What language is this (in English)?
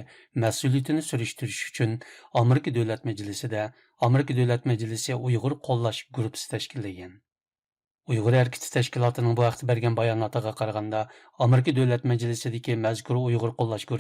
Uyghur